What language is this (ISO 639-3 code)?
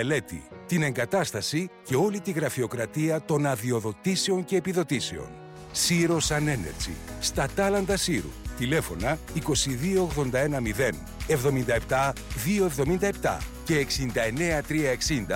ell